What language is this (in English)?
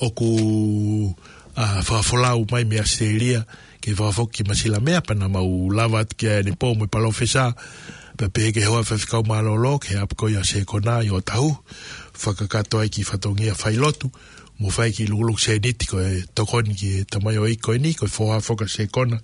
Tongan